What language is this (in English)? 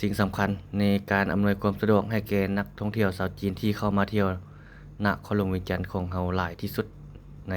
Lao